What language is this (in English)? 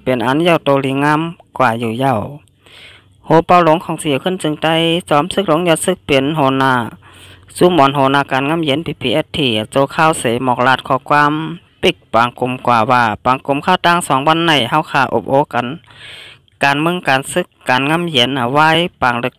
Shan